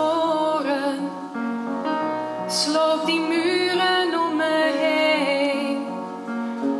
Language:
Dutch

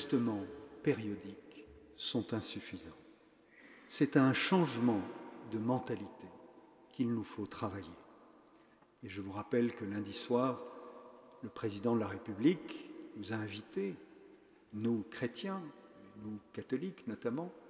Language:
French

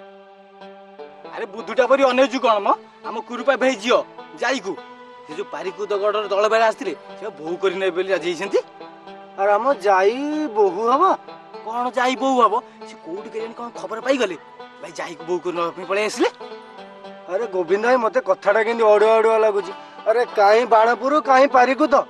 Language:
Odia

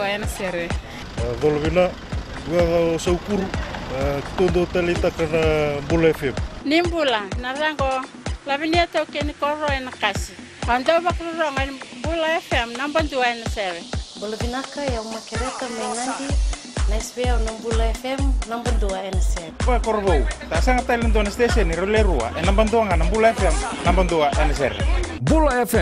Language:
Fijian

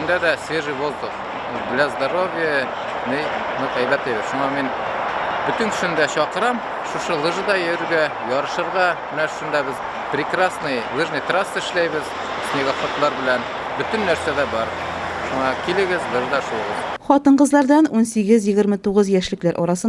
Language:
Tatar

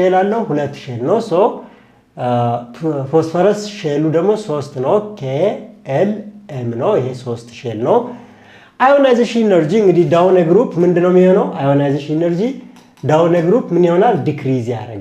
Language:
Amharic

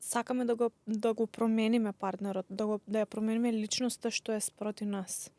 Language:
Macedonian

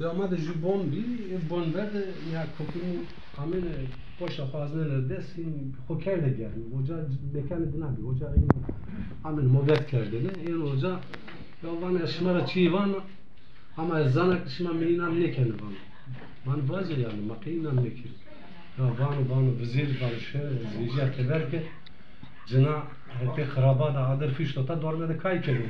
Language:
Zaza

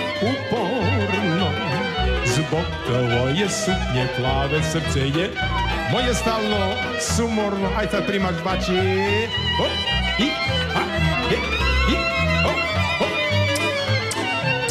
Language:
Serbian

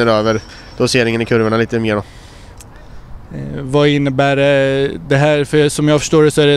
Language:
Swedish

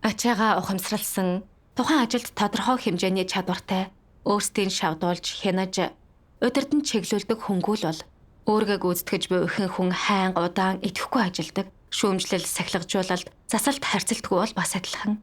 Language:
Mongolian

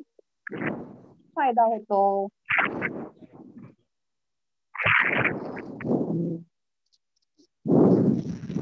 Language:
Marathi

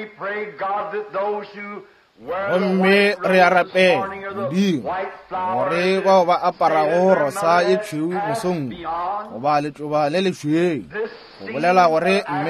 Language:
Northern Sotho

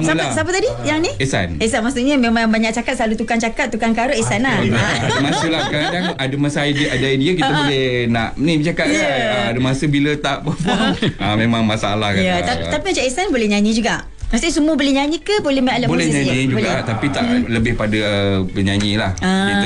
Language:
Malay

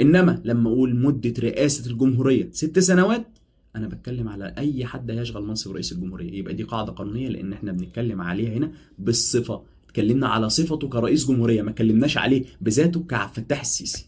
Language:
Egyptian Arabic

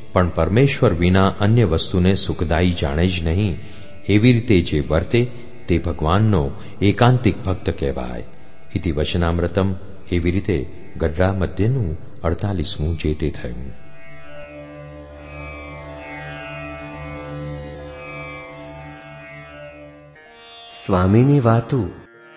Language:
Gujarati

